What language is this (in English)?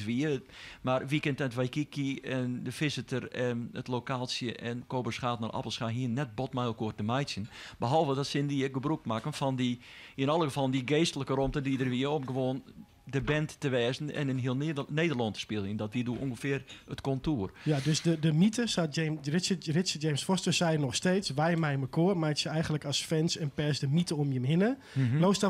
Western Frisian